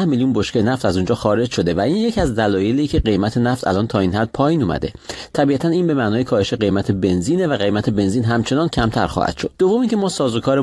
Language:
Persian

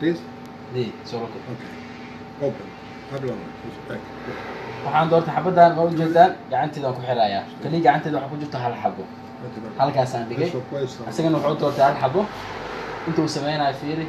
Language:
Somali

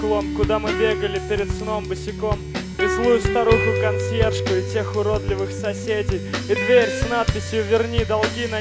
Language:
Russian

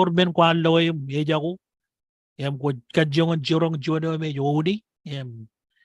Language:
Marshallese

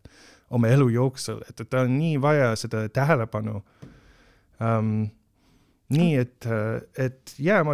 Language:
Estonian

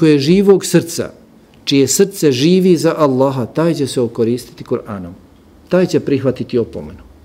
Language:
Bosnian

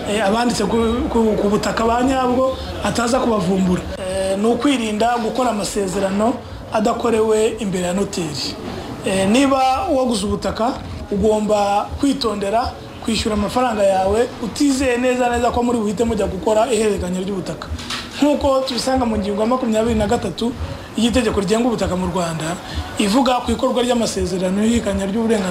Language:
Kinyarwanda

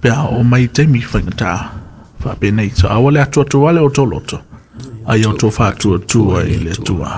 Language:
Samoan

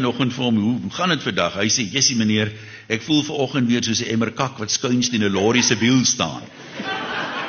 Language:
Afrikaans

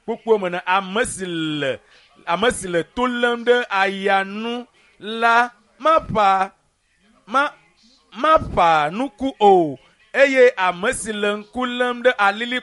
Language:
Ewe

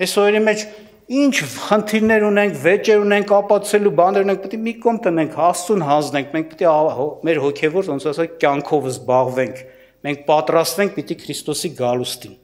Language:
Armenian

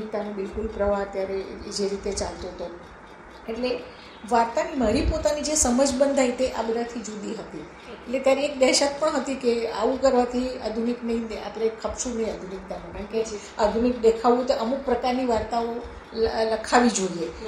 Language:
Gujarati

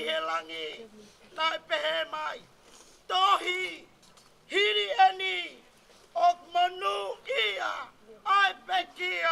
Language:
Tongan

